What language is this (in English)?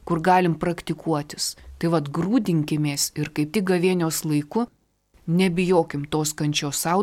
Lithuanian